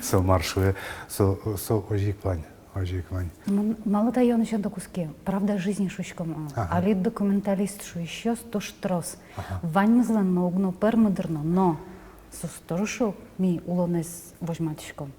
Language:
Udmurt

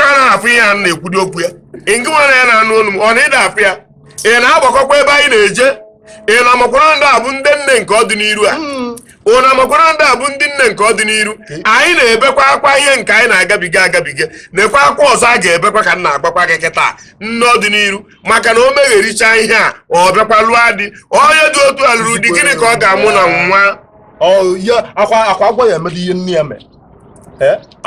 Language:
Igbo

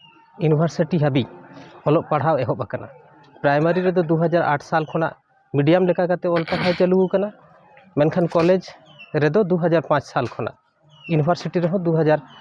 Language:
Santali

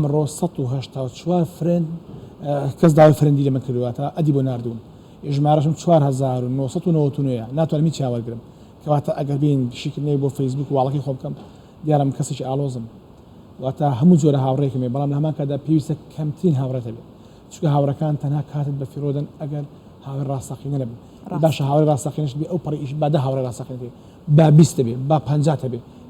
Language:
Central Kurdish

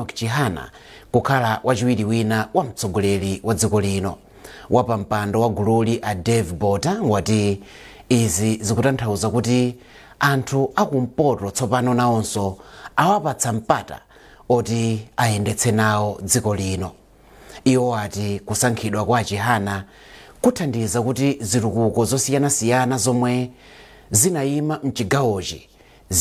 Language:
Nyanja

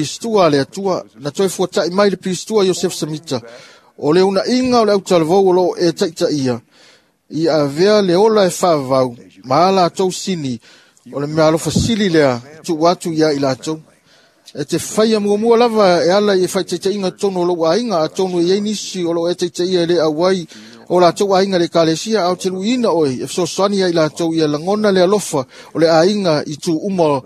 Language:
Samoan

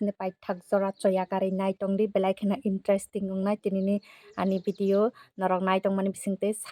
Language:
Kok Borok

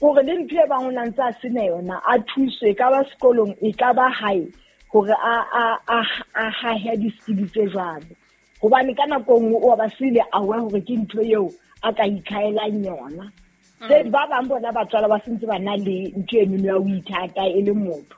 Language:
Southern Sotho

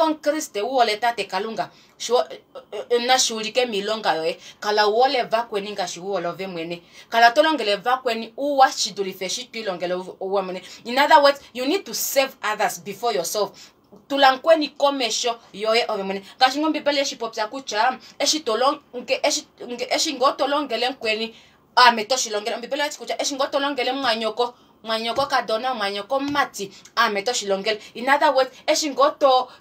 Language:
Kuanyama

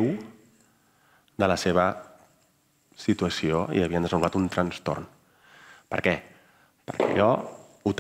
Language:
Catalan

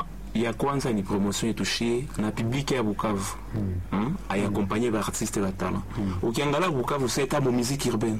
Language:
Swahili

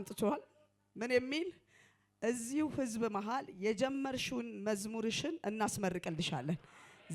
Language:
Amharic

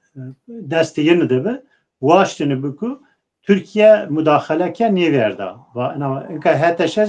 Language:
Zaza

